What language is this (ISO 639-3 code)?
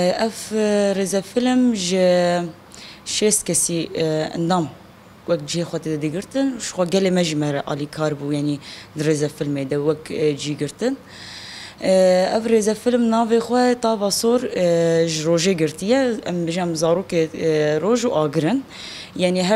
kur